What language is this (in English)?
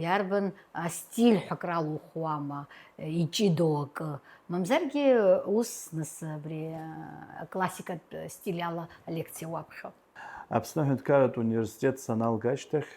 Abkhazian